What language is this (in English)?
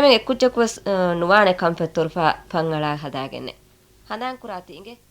Divehi